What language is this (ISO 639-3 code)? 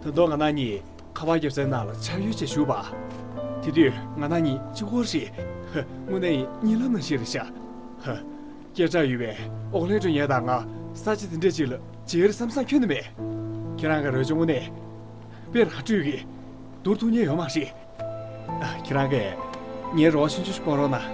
bod